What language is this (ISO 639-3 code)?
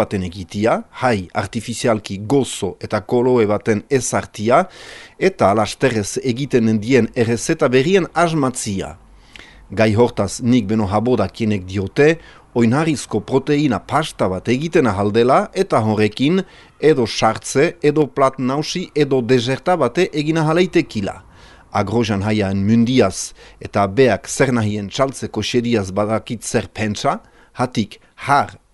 eus